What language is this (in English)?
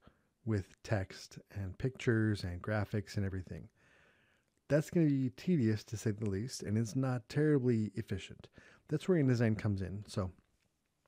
English